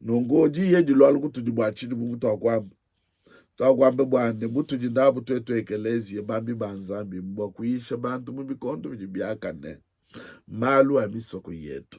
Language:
Luba-Lulua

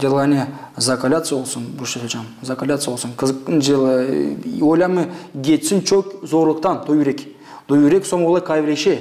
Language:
Gagauz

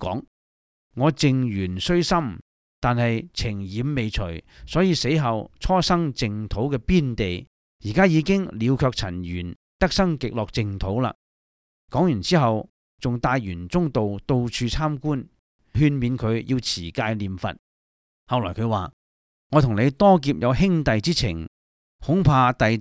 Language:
Cantonese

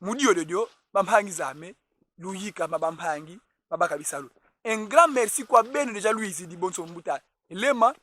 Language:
Kongo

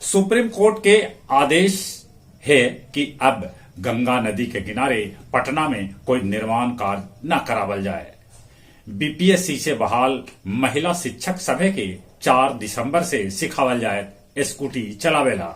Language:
Magahi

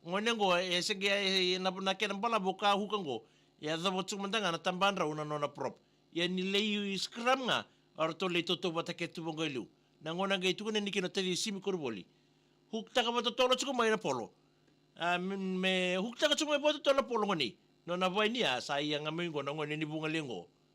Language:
Fijian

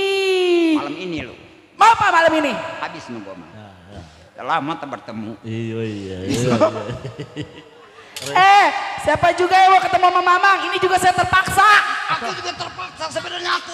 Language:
Betawi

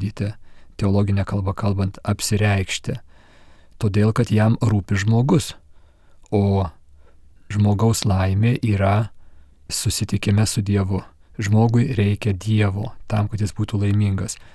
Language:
Lithuanian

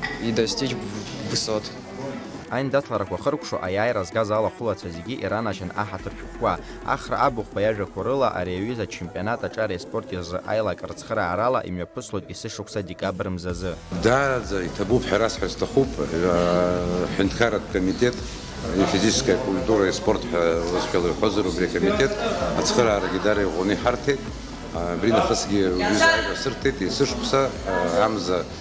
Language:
Abkhazian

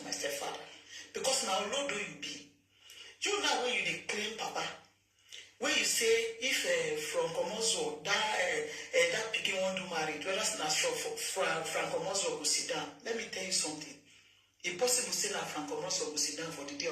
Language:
Nigerian Pidgin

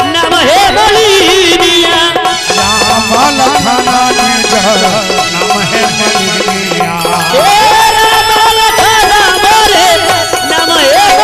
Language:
Maithili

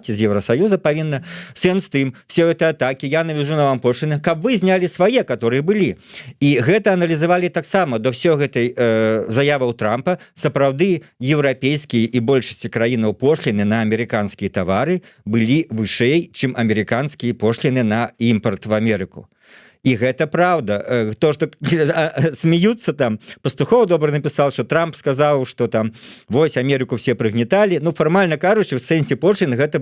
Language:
Belarusian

